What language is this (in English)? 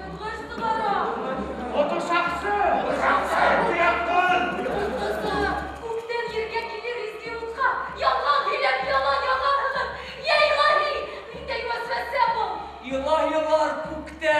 Bashkir